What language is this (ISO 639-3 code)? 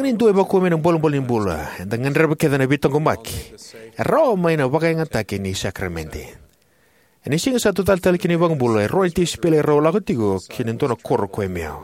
fij